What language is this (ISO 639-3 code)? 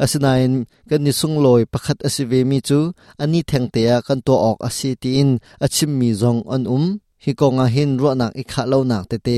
cnh